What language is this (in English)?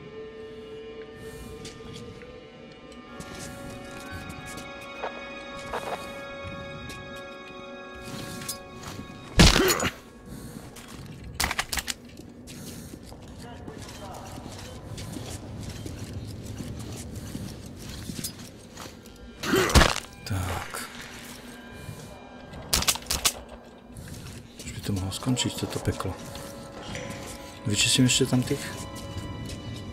Slovak